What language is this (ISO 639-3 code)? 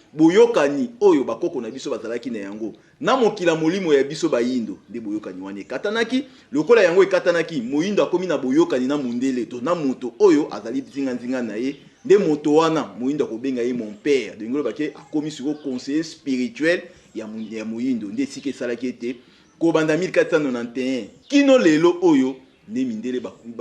lin